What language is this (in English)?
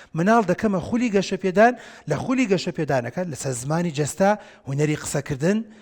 Central Kurdish